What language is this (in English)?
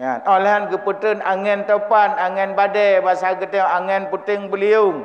Achinese